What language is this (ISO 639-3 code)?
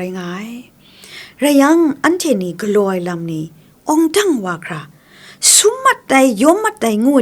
kac